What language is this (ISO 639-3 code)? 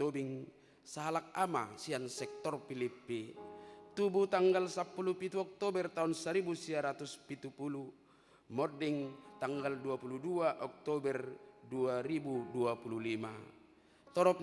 bbc